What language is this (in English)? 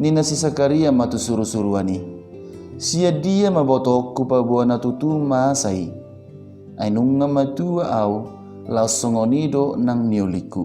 Batak Toba